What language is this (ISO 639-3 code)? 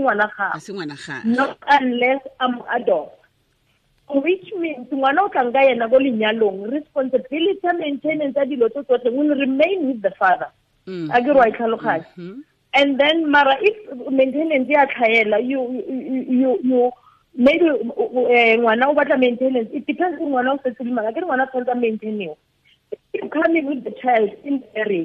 tsn